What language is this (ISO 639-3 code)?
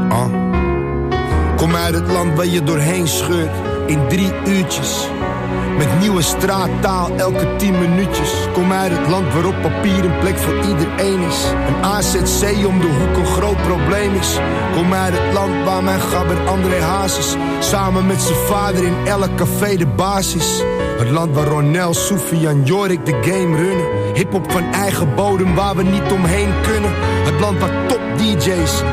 nld